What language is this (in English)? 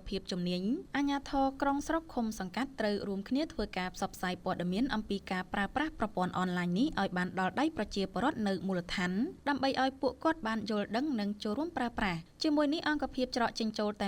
Khmer